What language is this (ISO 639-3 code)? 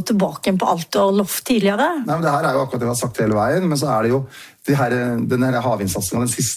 nor